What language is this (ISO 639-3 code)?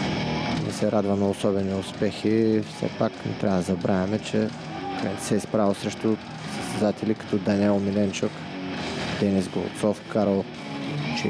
bul